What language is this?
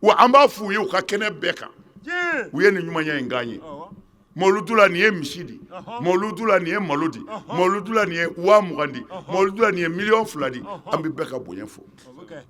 Bambara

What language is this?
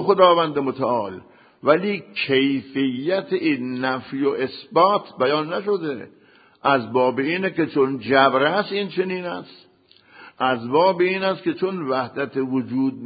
Persian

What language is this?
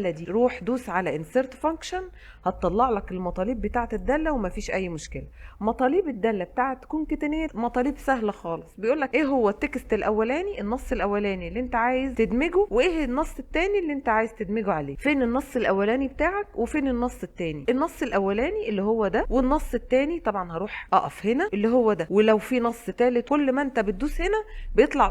Egyptian Arabic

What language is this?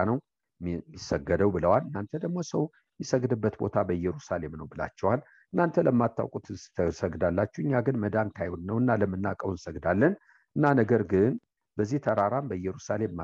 Amharic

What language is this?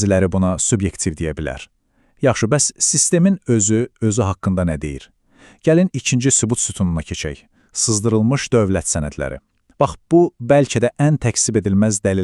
Azerbaijani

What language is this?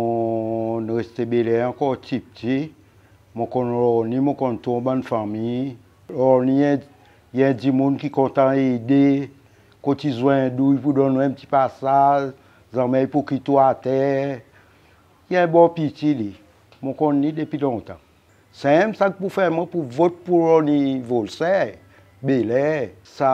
Seselwa Creole French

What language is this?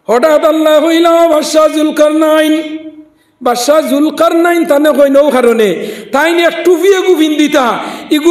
Sylheti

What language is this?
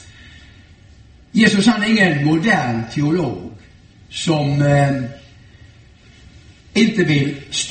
Swedish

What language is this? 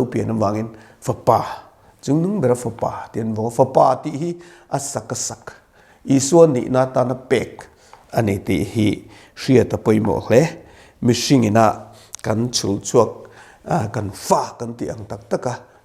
Mizo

